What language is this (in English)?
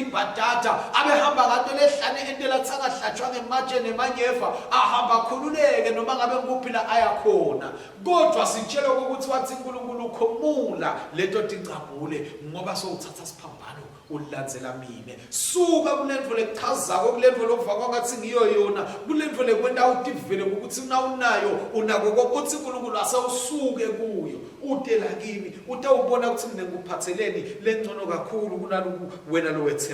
Swati